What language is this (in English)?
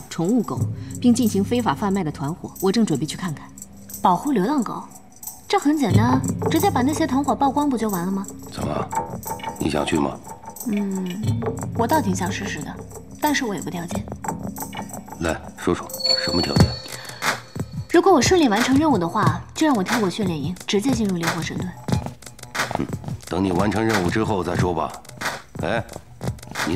Chinese